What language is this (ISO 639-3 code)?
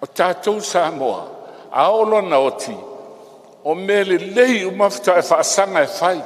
smo